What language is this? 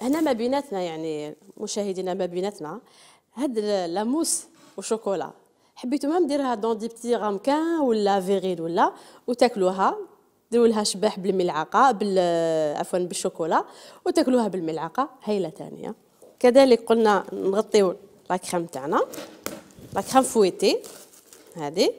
Algerian Arabic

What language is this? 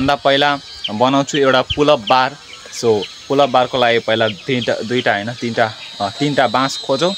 Nepali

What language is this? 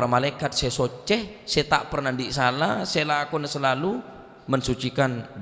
Madurese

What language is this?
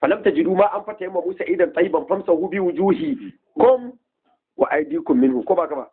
Hausa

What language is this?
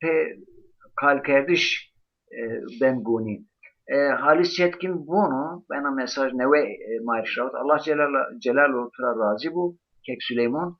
Zaza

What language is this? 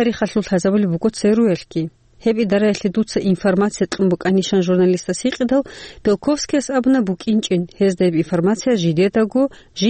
Avaric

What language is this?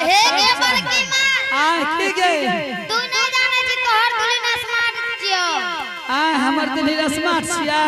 Angika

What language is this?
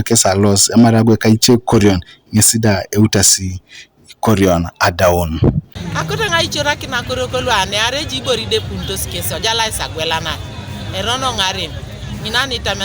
Teso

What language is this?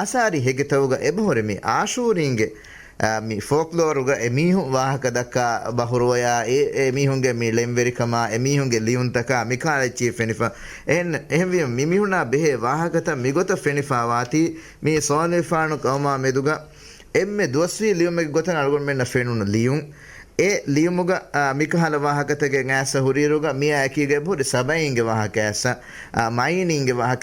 Divehi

